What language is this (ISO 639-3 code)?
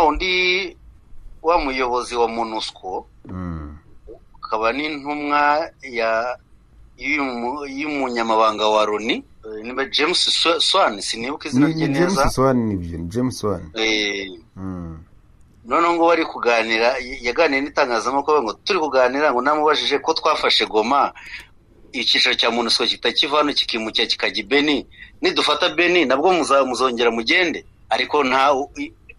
kin